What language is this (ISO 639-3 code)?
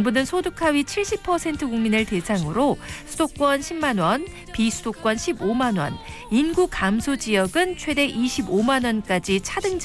kor